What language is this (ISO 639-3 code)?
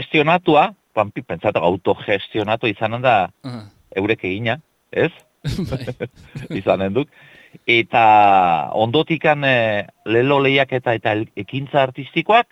eus